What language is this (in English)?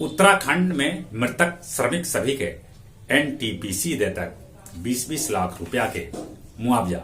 Magahi